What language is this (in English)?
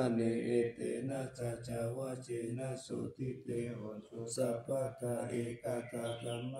Pali